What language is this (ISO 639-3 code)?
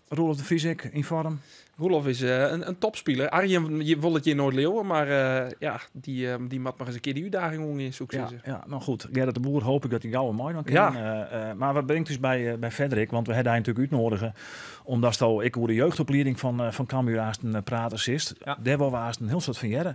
fry